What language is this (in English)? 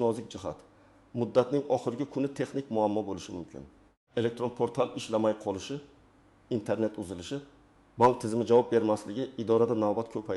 Uzbek